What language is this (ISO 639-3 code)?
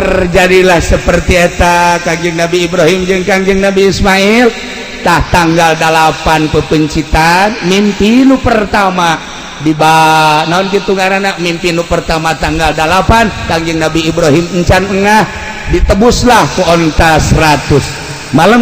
sun